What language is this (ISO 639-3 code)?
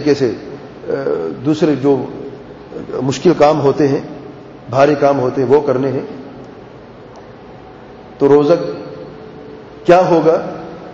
urd